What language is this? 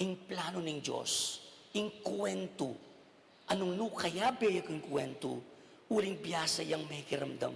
Pampanga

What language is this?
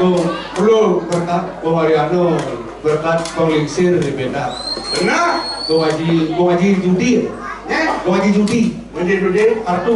Balinese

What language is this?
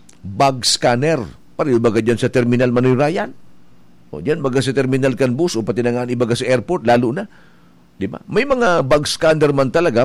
Bikol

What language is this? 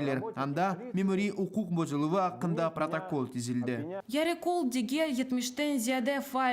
Crimean Tatar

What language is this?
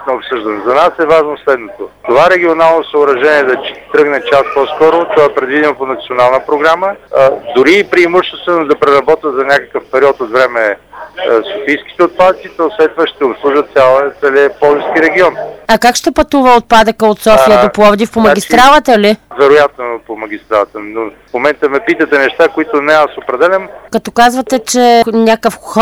Bulgarian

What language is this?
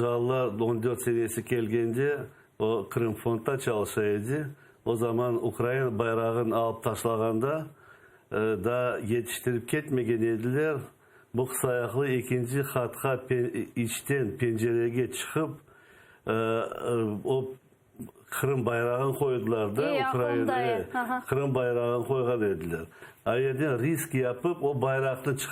Crimean Tatar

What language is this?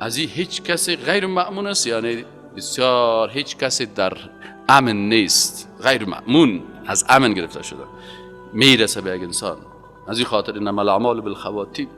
Persian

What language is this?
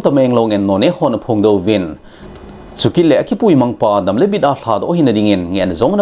Thado Chin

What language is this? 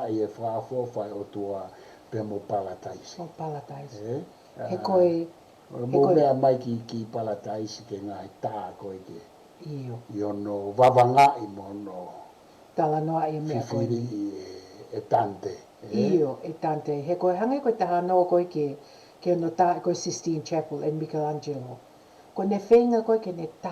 Tongan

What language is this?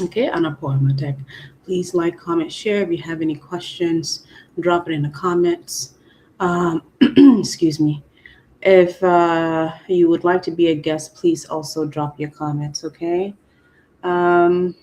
Acoli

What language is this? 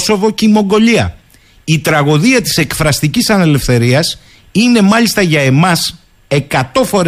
Greek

